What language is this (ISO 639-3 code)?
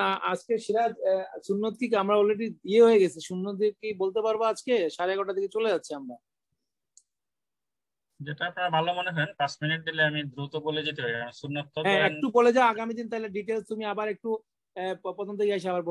ben